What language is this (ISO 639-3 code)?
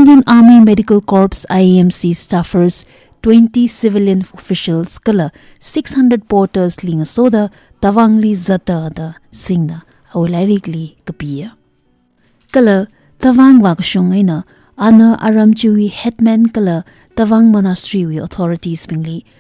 nmf